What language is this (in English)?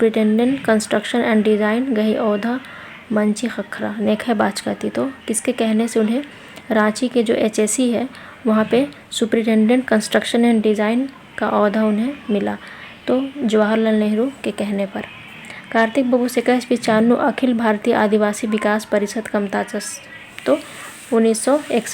Kurukh